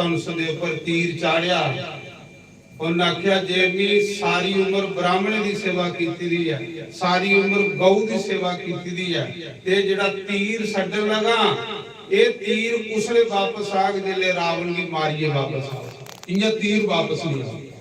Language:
Dogri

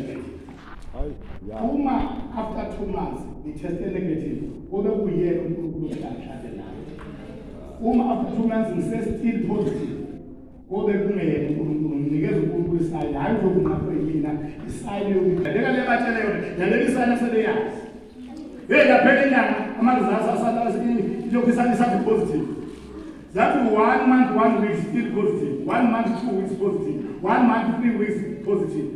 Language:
Zulu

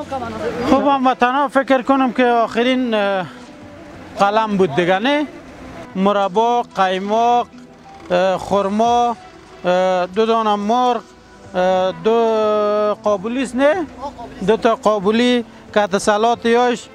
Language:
Persian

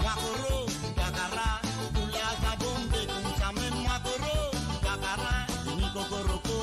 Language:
Morisyen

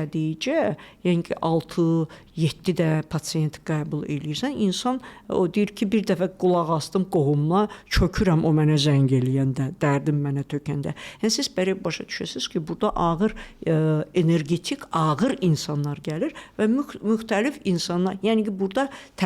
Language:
Azerbaijani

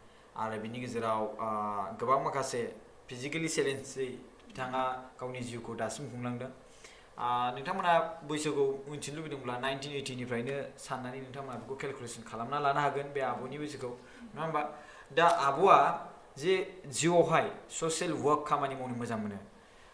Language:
Bodo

